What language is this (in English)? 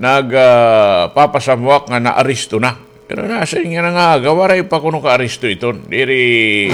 Waray